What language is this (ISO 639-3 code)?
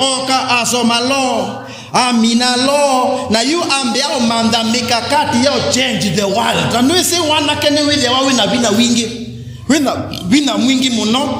kam